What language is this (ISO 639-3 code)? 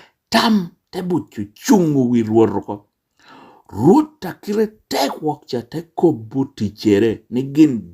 laj